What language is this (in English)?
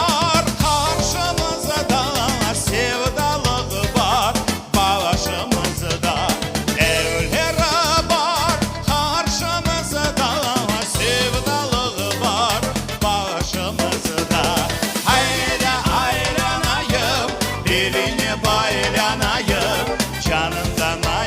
Crimean Tatar